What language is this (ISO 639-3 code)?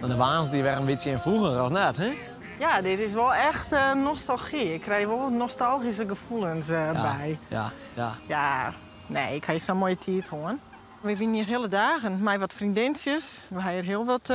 fry